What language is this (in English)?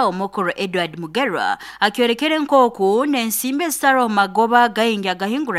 Nyoro